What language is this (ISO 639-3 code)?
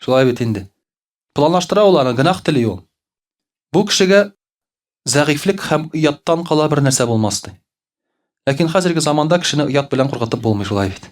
tat